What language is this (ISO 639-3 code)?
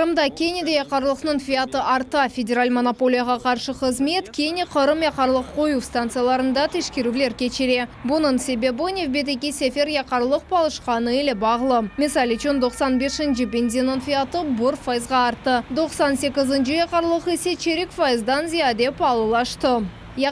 crh